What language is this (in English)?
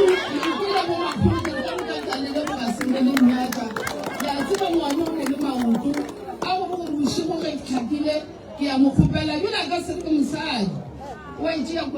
Northern Sotho